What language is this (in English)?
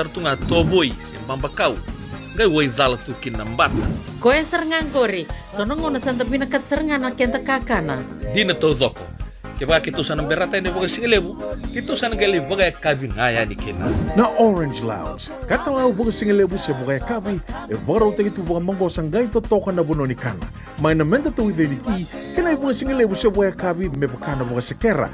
Fijian